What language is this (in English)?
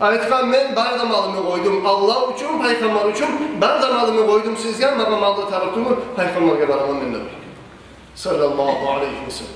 Kumyk